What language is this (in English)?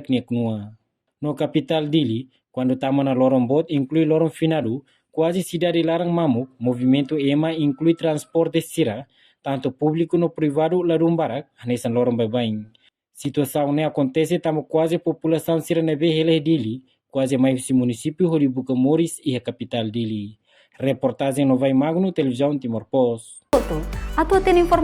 Tetum